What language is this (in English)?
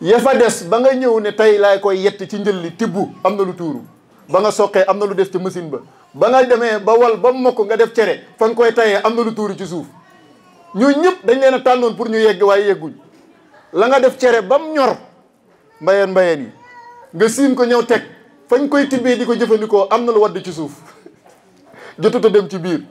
Wolof